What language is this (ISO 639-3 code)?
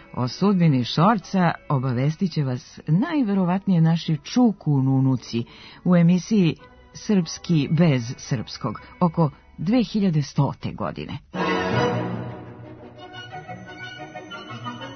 srp